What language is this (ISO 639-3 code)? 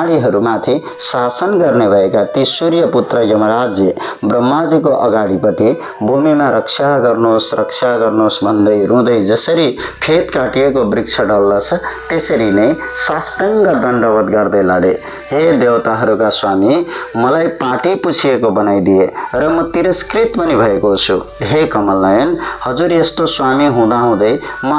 nep